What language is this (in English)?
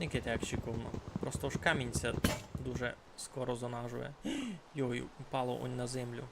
Rusyn